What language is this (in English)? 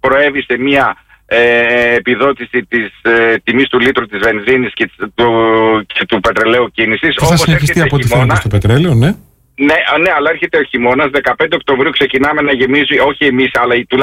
Greek